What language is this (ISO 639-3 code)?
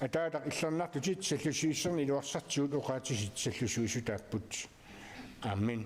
kal